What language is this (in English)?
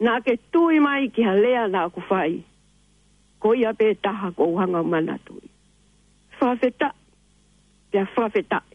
Tongan